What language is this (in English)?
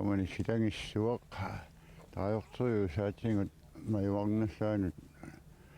Kalaallisut